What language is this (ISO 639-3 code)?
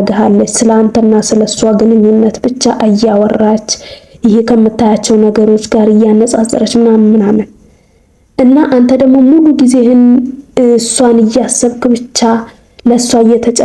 amh